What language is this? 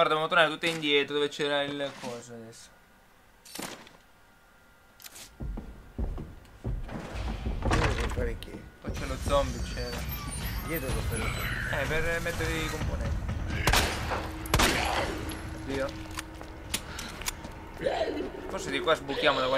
Italian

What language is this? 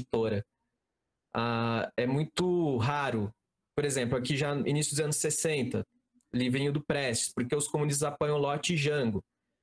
Portuguese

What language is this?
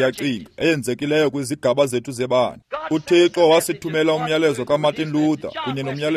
Xhosa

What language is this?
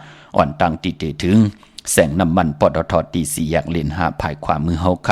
Shan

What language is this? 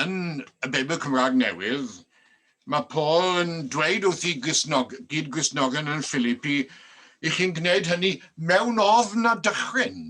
Welsh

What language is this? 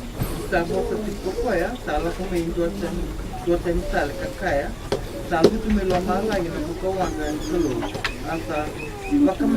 Fijian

